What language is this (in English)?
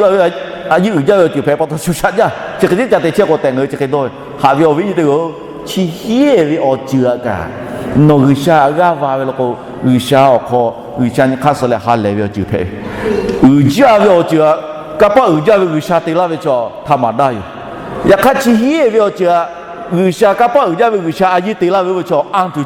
Lahu